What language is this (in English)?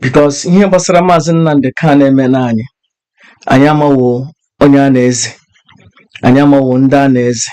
Igbo